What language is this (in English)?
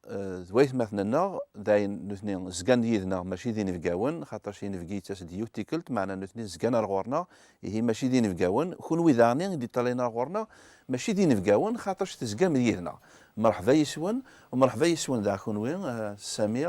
Kabyle